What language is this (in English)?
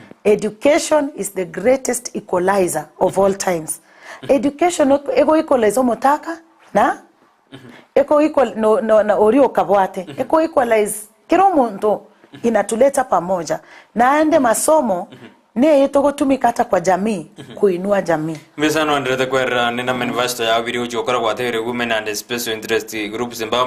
Gusii